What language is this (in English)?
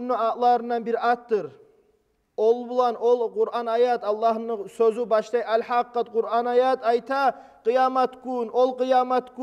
Kumyk